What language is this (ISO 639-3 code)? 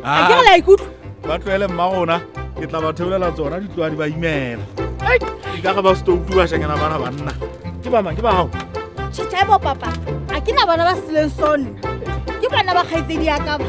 sot